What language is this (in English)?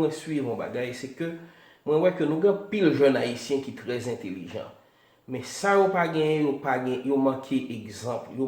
Haitian Creole